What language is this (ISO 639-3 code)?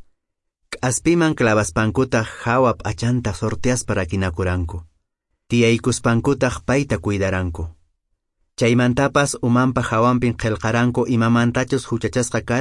que